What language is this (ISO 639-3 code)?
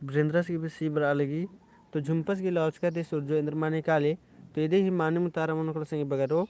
kru